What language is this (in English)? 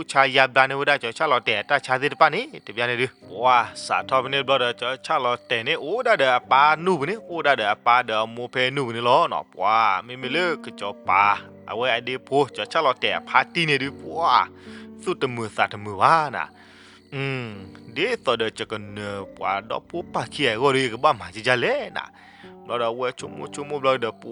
S'gaw Karen